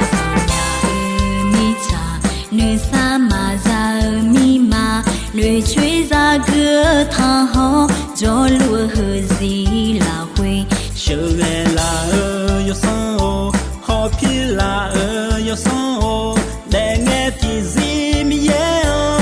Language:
Akha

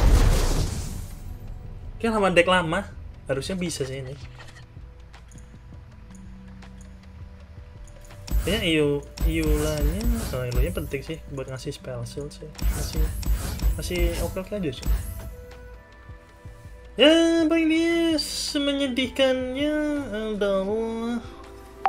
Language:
Indonesian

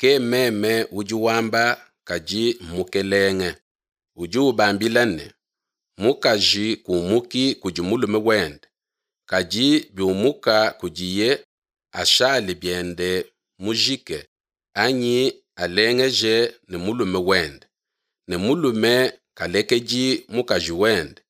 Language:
Luba-Lulua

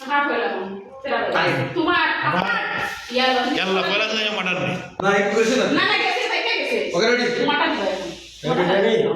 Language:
Sylheti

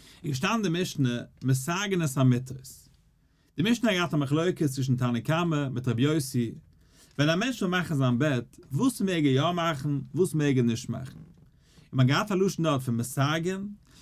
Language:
Yiddish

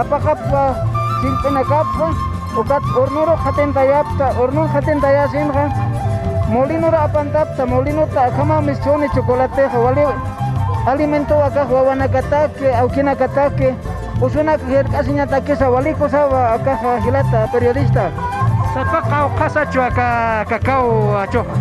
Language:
Aymara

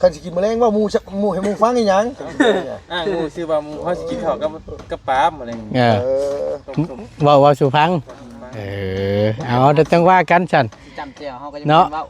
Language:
Northeastern Thai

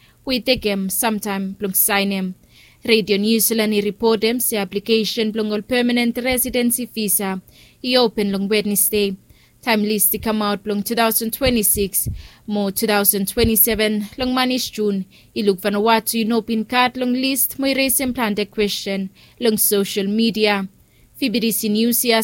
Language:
Bislama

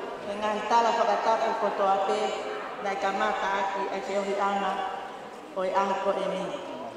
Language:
Tongan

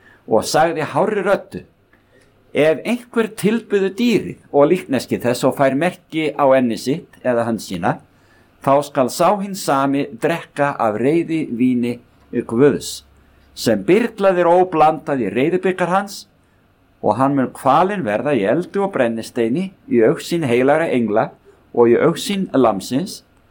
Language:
Icelandic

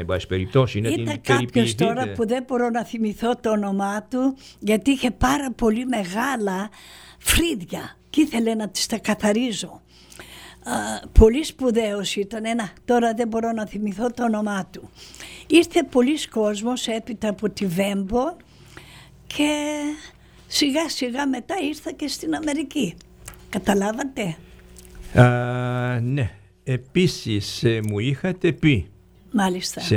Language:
Greek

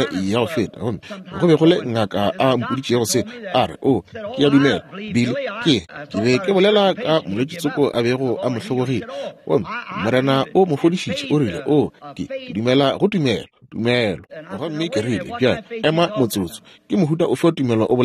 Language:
Northern Sotho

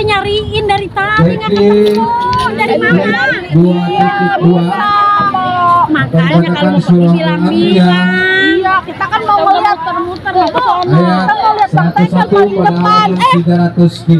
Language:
Betawi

